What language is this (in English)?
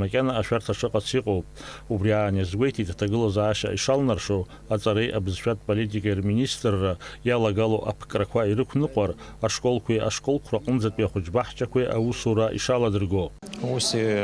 Abkhazian